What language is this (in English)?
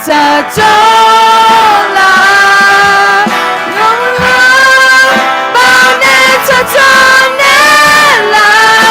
Akha